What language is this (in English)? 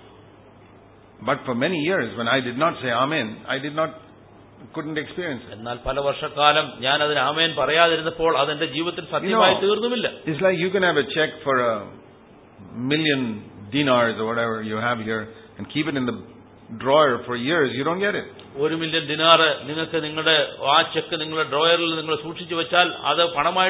Malayalam